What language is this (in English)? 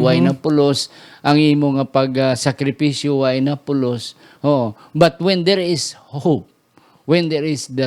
Hiligaynon